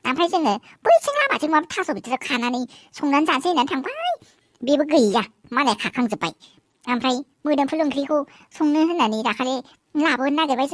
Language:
Bodo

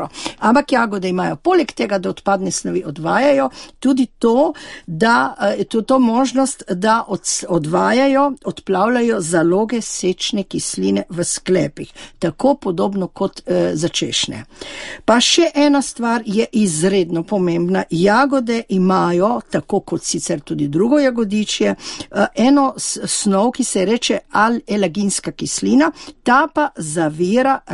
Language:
Slovenian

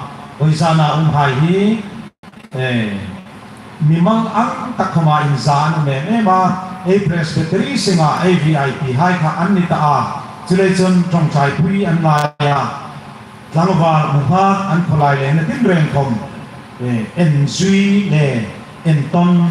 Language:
Hmar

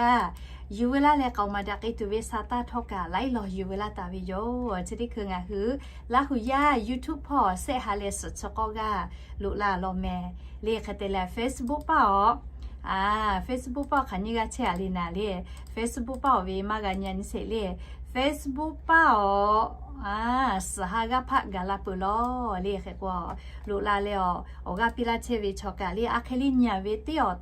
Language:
Lahu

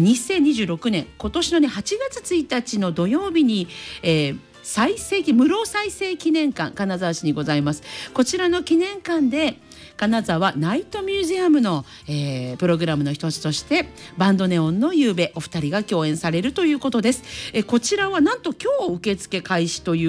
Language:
Japanese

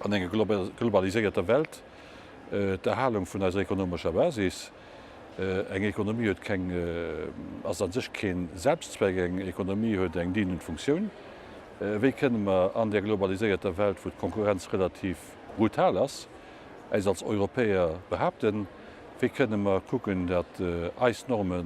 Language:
Luxembourgish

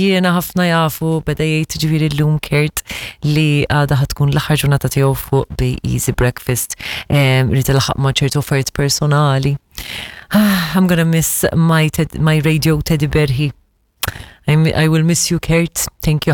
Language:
Maltese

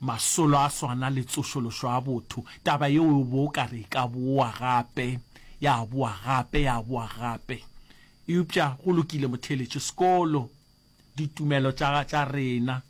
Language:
Northern Sotho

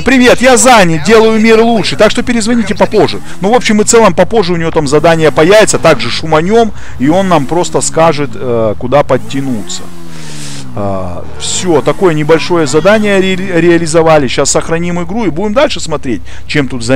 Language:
Russian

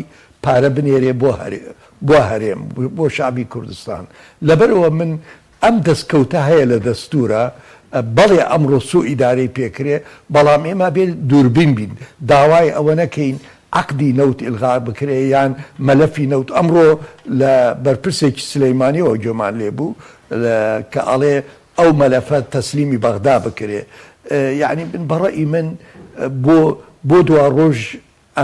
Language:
Central Kurdish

